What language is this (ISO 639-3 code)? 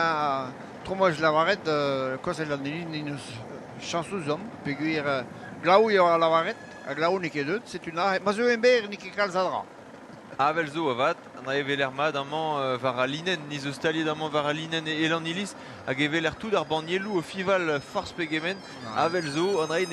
bre